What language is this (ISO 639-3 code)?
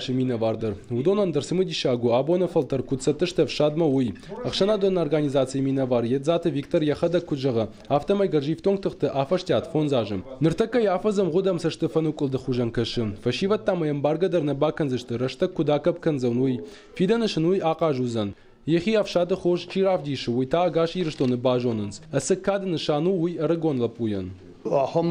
oss